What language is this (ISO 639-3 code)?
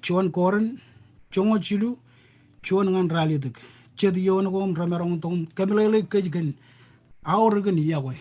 mah